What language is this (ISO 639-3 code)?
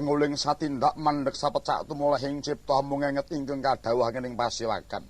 jav